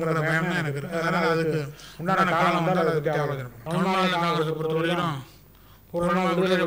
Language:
Tamil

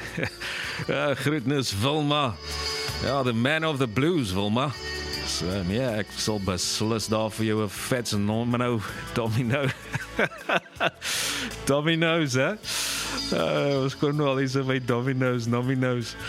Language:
Afrikaans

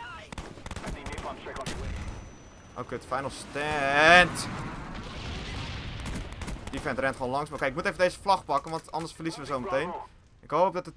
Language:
Dutch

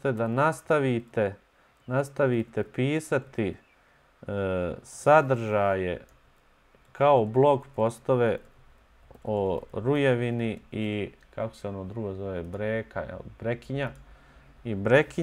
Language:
Bosnian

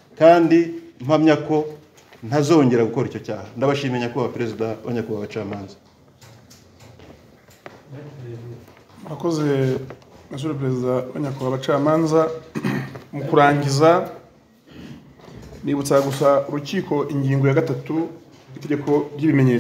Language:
Kinyarwanda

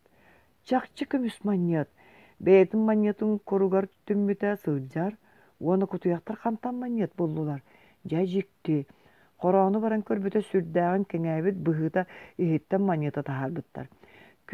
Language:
Yakut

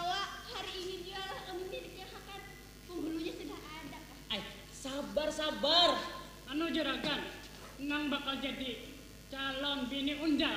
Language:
Banjar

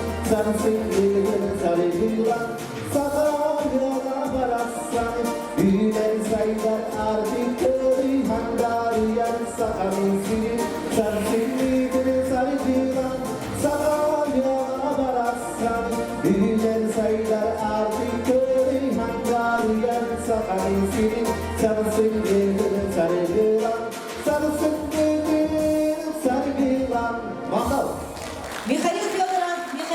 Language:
Yakut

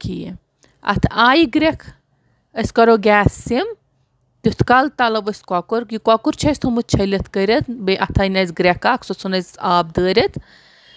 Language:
Kashmiri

